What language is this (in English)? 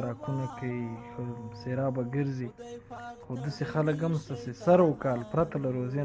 Pashto